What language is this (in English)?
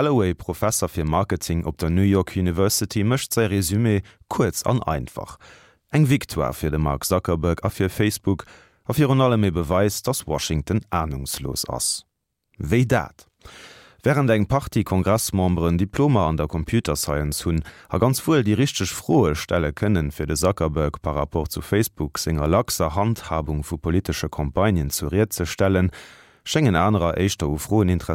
Luxembourgish